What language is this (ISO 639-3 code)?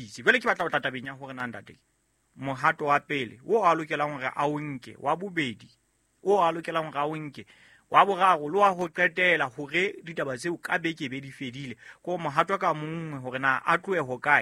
sot